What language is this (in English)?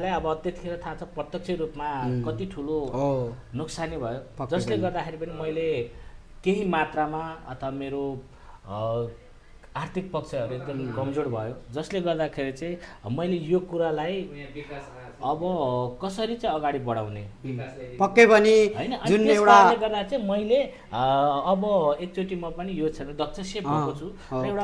Nepali